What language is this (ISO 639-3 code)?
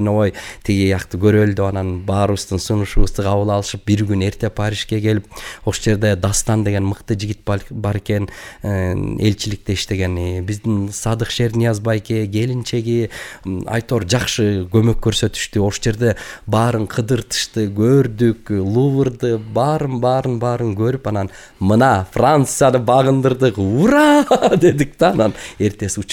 kir